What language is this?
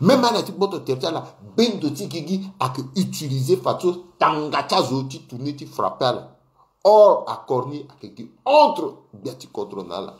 Sango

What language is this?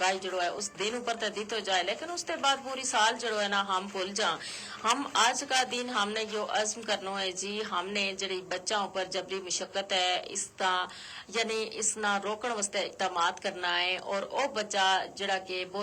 Gujari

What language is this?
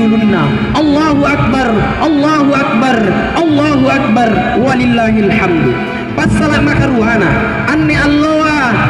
Makasar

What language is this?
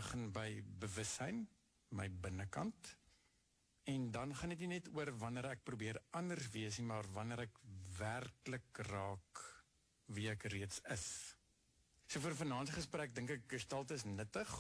Afrikaans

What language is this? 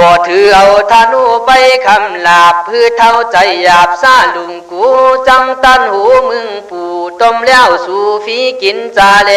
Khün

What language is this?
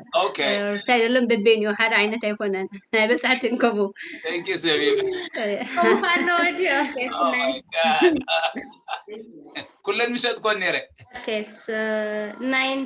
Tigrinya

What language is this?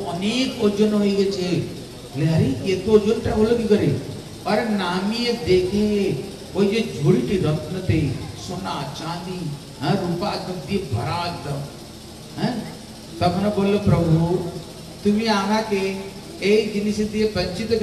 Bangla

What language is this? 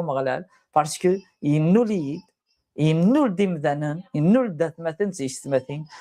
Kabyle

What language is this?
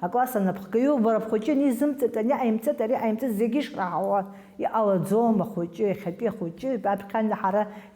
Abkhazian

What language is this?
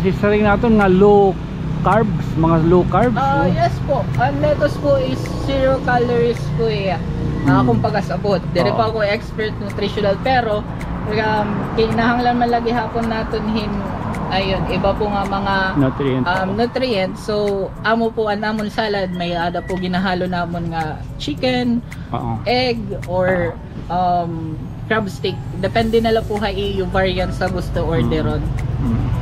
Waray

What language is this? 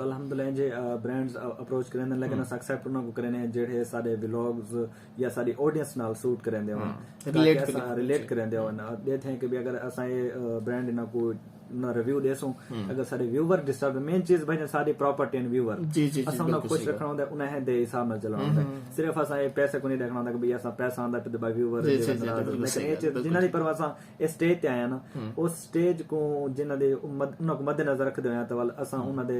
Saraiki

